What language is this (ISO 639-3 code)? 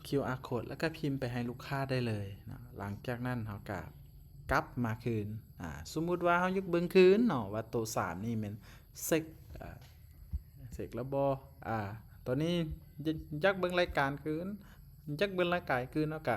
lao